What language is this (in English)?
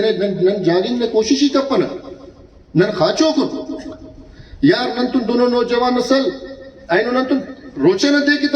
Brahui